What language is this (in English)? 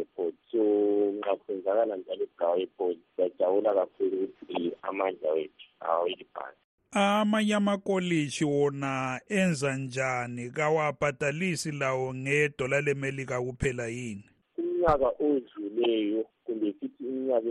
North Ndebele